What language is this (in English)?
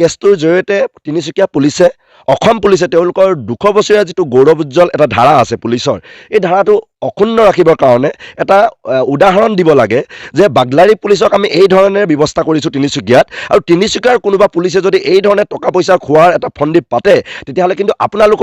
Assamese